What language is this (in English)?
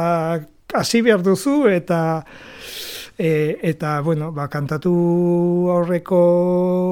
Basque